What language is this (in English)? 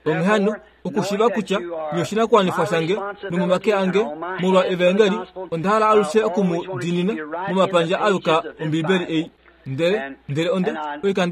Kuanyama